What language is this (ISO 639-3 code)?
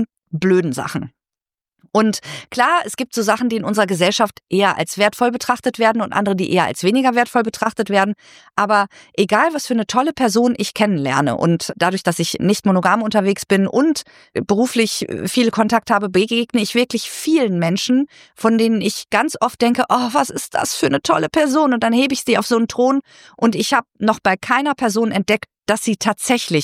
deu